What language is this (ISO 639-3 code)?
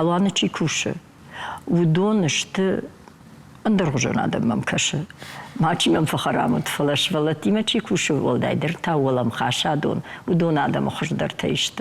oss